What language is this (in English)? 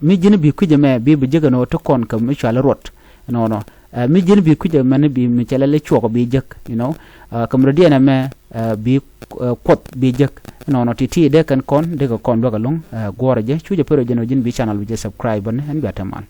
Nuer